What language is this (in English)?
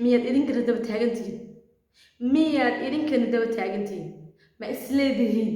Somali